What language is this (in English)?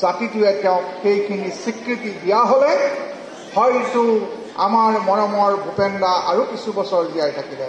Assamese